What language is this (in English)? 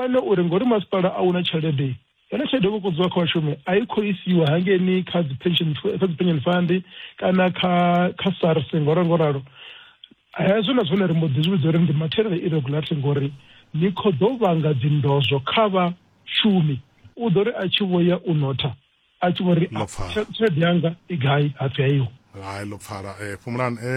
Venda